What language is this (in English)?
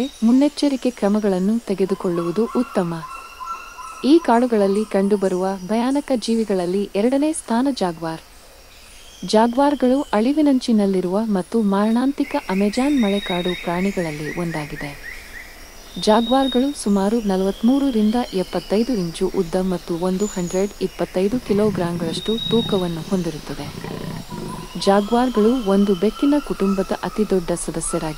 Kannada